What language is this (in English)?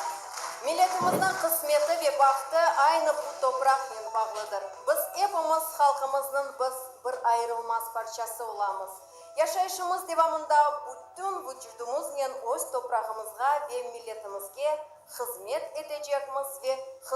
Crimean Tatar